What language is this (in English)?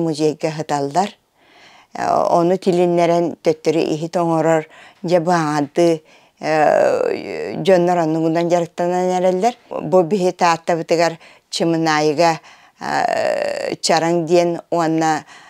Yakut